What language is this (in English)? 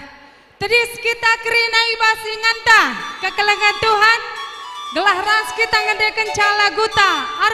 Batak Karo